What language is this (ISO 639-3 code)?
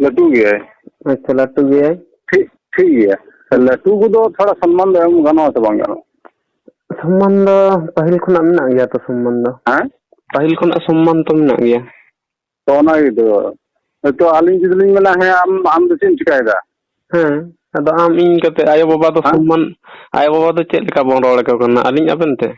sat